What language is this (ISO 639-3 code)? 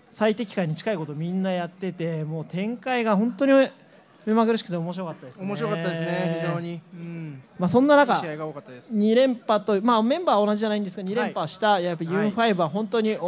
jpn